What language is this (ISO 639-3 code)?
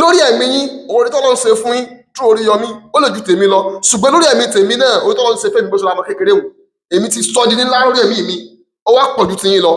yor